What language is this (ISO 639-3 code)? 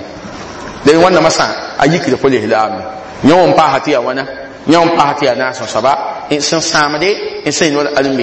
mos